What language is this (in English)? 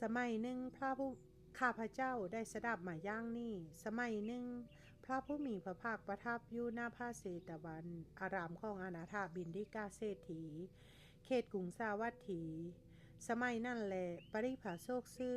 Lao